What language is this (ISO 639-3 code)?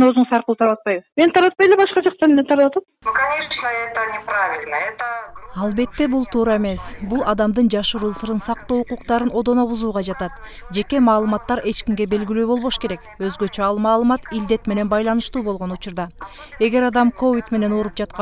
kir